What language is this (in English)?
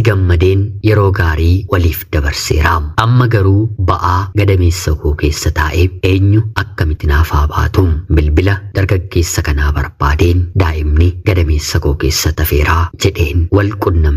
Oromo